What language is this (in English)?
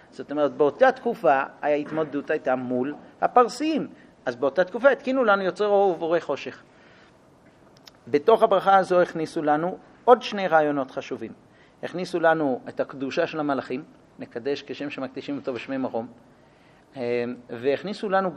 Hebrew